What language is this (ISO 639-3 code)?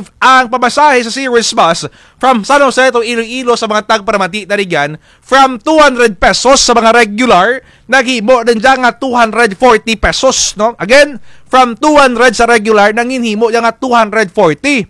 krj